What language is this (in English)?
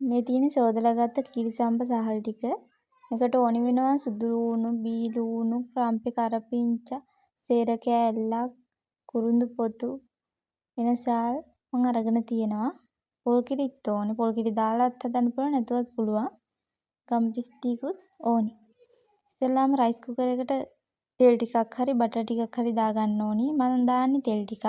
Sinhala